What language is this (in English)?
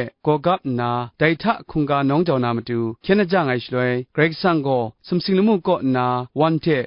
Kachin